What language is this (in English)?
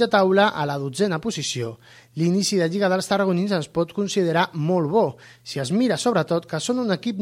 Catalan